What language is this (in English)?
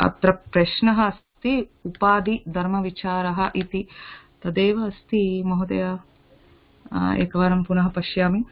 Sanskrit